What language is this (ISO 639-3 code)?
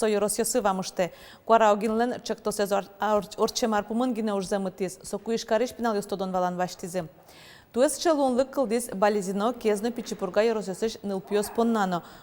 udm